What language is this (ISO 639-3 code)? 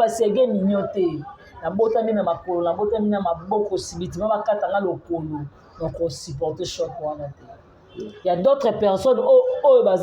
lin